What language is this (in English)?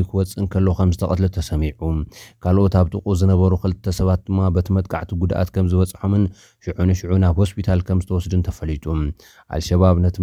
Tigrinya